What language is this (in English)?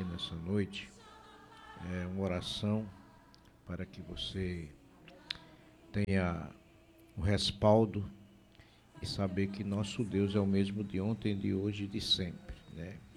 Portuguese